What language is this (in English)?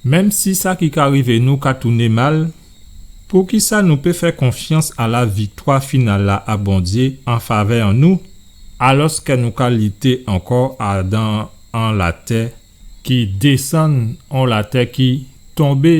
Guadeloupean Creole French